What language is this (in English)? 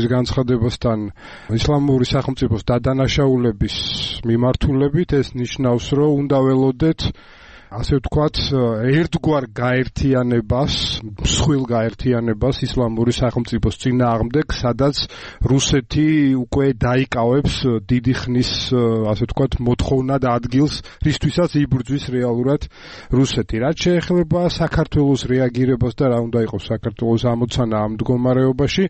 Georgian